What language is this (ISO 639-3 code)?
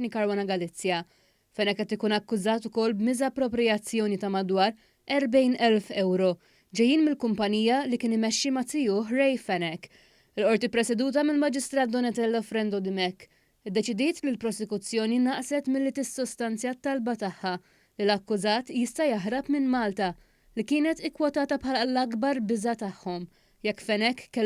mlt